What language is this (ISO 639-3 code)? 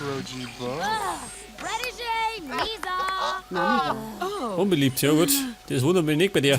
bar